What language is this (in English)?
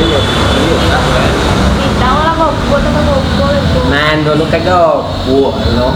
Minangkabau